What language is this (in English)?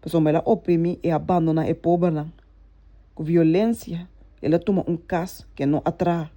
Papiamento